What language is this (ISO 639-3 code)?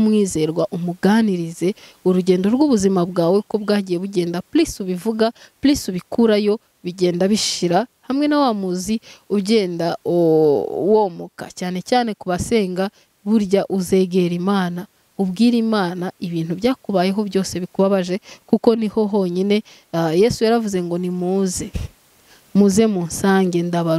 kin